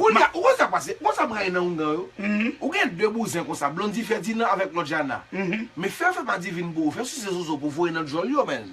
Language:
Haitian Creole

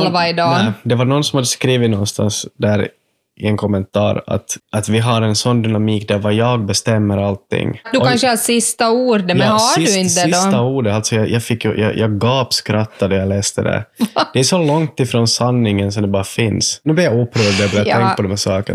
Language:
Swedish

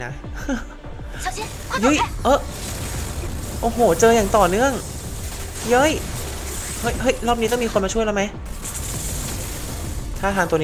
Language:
Thai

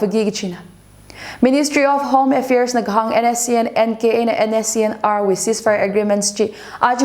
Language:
Tangkhul Naga (India)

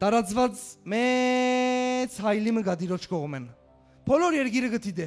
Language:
Western Armenian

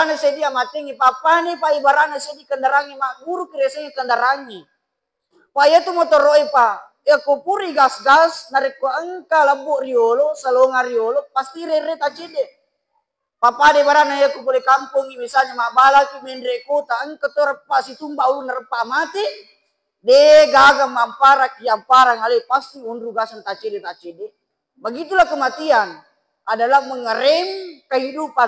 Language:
Buginese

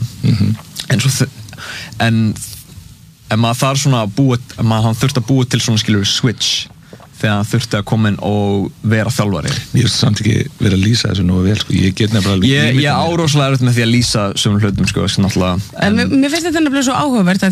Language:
Icelandic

